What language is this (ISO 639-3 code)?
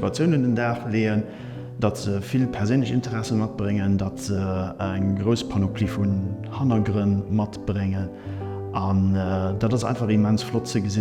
ltz